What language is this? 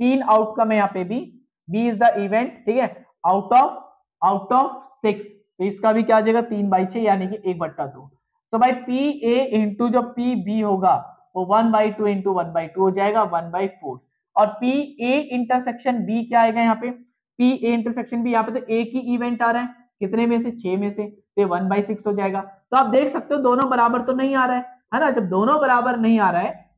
Hindi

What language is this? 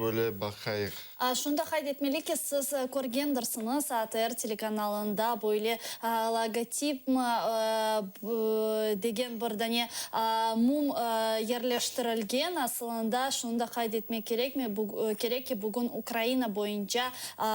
Crimean Tatar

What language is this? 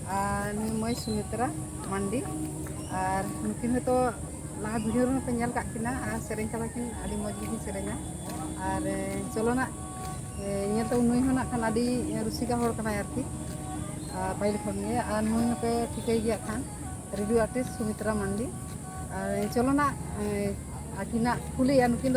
Santali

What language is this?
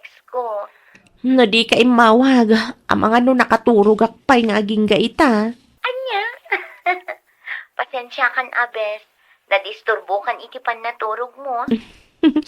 Iloko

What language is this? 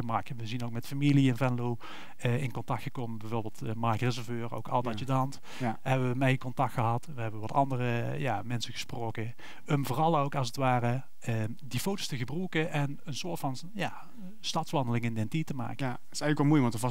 Limburgish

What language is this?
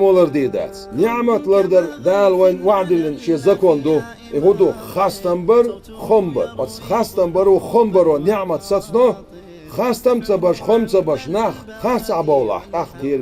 Chechen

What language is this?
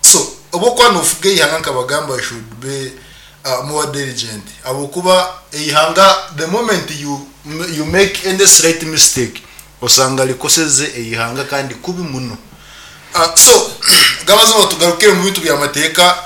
Nyankole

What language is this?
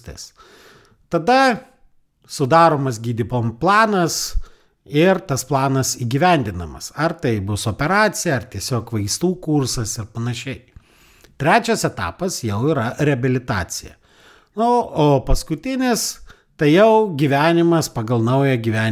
Lithuanian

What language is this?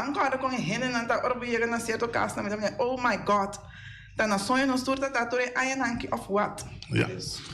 Papiamento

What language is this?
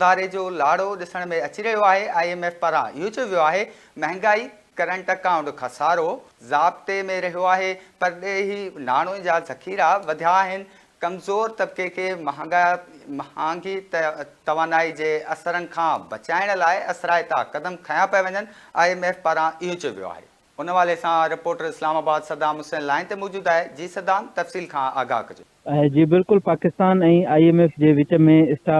Sindhi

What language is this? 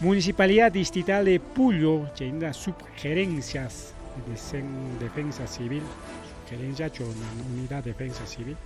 Ayacucho Quechua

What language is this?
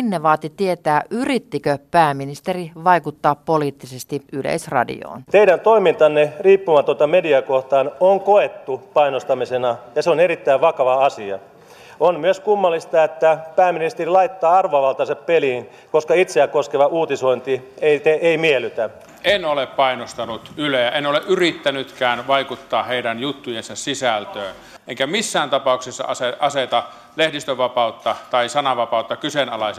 Finnish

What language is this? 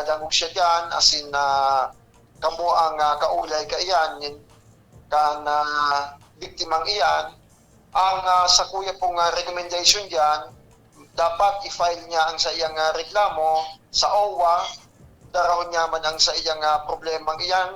Bikol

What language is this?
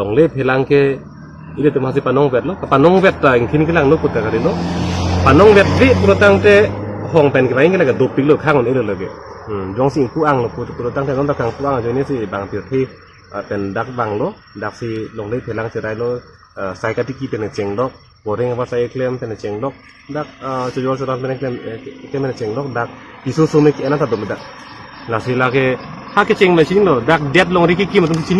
Karbi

